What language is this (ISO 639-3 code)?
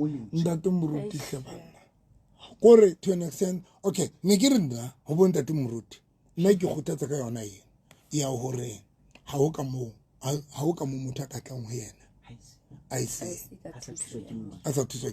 sot